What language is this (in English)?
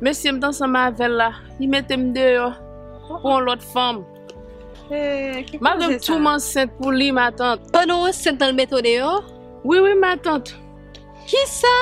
Haitian Creole